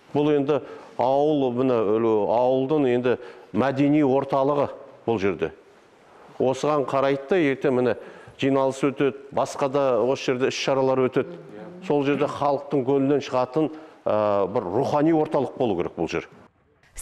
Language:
Kazakh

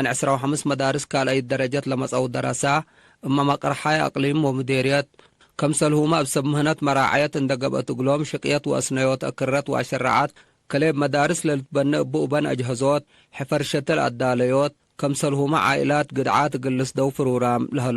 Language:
Tigre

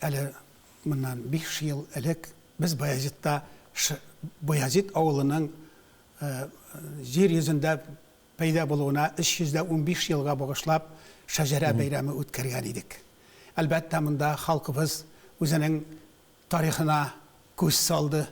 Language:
Tatar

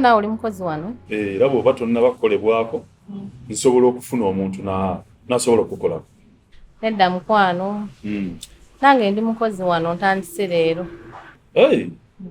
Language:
Ganda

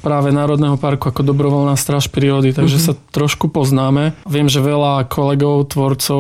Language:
Slovak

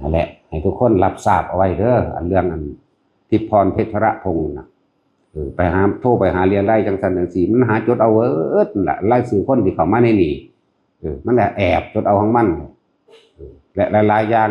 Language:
Northeastern Thai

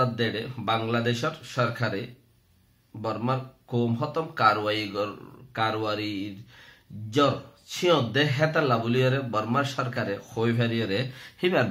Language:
Rohingya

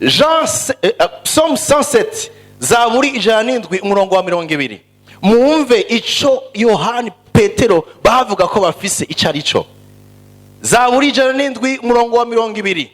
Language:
Rundi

